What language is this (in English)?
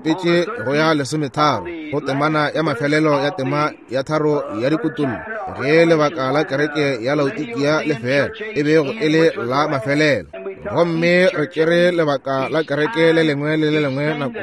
Northern Sotho